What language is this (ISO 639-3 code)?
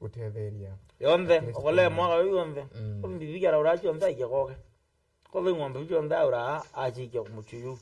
mer